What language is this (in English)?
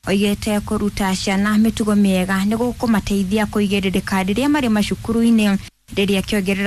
Kikuyu